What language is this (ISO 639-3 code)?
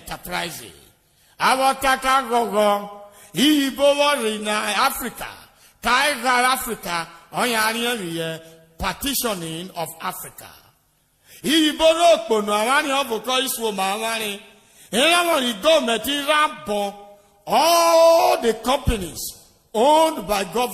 urh